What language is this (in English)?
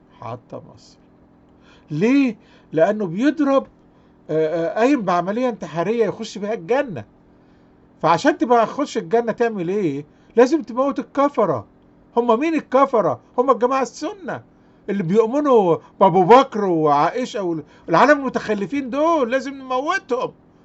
Egyptian Arabic